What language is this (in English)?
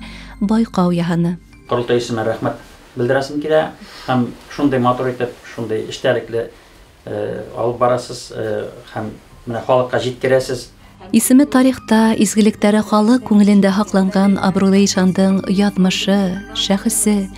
Bashkir